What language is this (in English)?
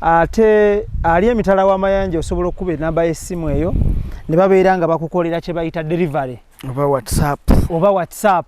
Ganda